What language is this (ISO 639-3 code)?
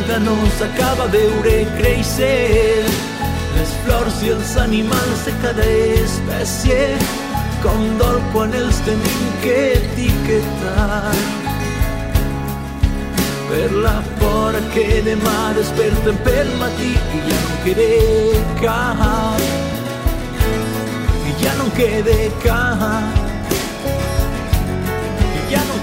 cat